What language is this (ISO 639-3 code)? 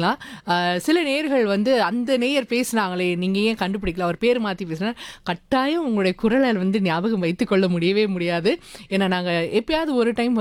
tam